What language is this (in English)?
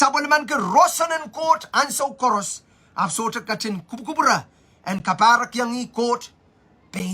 Pohnpeian